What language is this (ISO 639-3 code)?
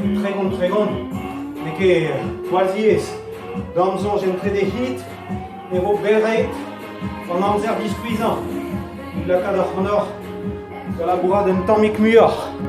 bre